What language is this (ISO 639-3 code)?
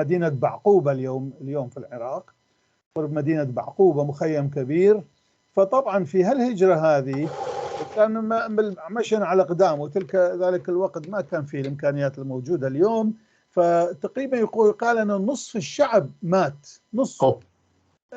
apc